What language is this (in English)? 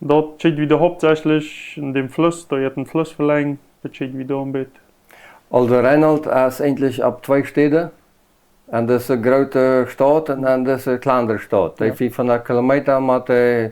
Plautdietsch